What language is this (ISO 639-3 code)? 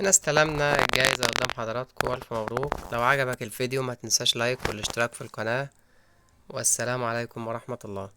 arz